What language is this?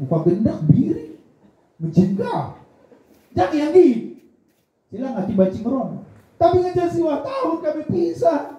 Batak Karo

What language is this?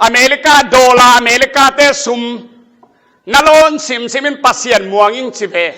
Tedim Chin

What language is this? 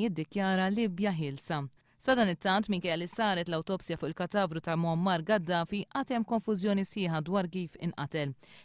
Maltese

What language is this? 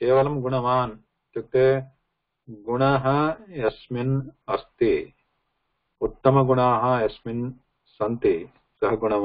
Sanskrit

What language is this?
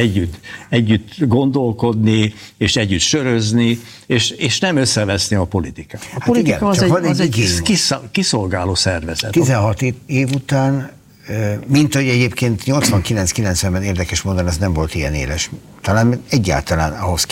Hungarian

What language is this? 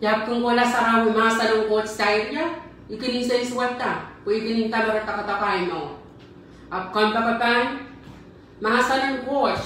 Pohnpeian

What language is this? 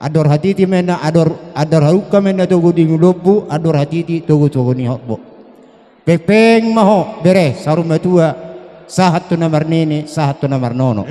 Batak Toba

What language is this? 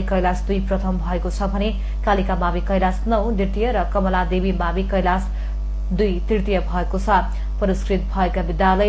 Nepali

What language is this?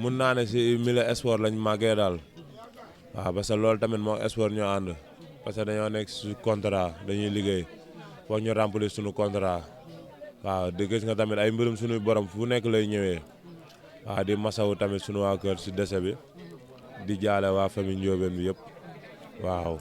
Wolof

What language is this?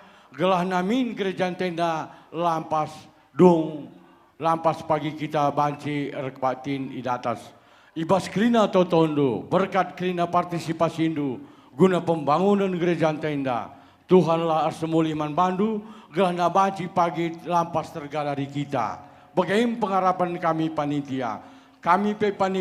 Batak Karo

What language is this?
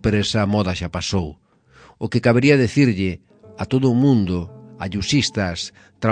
Galician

